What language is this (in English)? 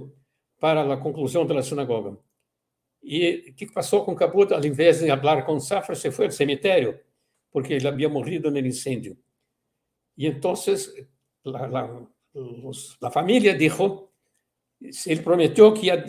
Ladino